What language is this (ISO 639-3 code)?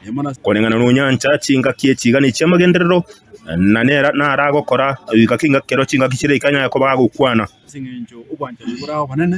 guz